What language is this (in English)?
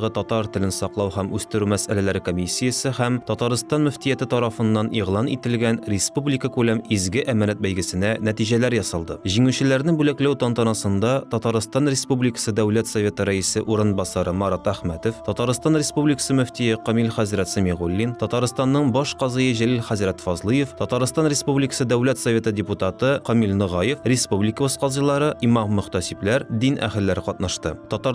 Tatar